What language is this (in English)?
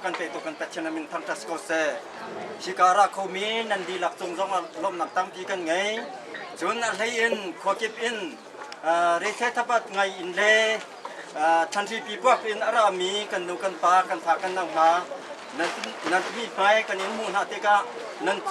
Hakha Chin